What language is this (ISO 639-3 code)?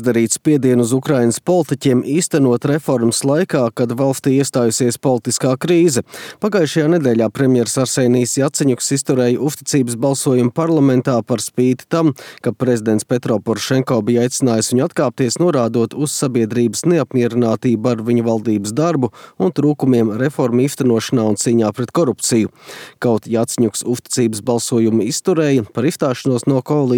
lav